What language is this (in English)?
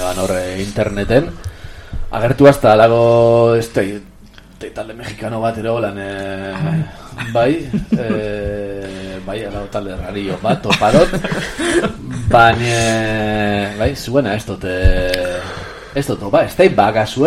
Basque